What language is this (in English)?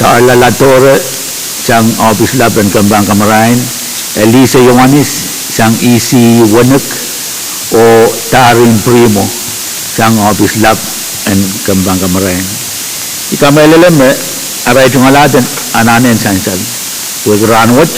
Pohnpeian